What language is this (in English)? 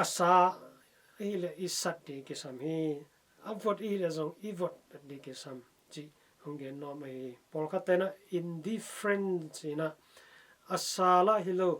Tedim Chin